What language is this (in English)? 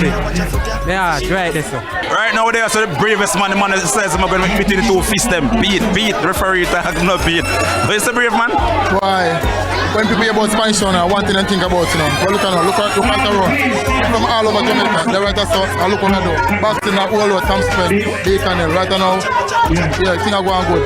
Jamaican Creole English